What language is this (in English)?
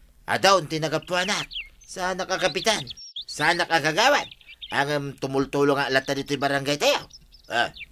Iloko